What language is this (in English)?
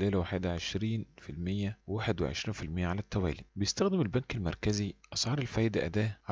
Egyptian Arabic